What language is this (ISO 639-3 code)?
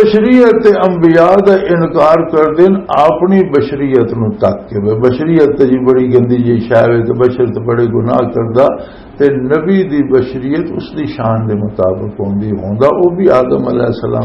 lah